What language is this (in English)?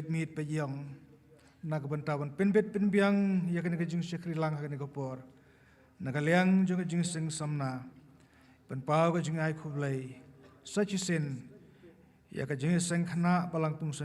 Khasi